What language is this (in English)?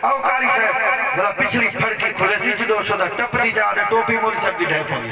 Saraiki